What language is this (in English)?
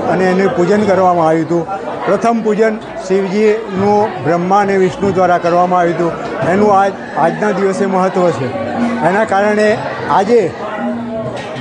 Gujarati